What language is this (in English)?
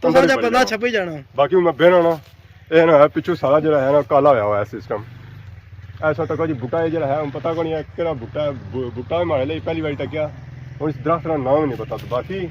Pahari-Potwari